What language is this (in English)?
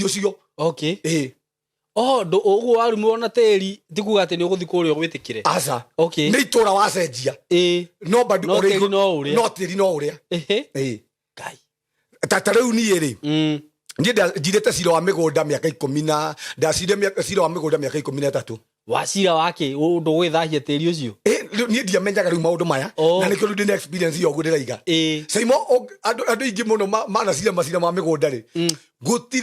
Kikuyu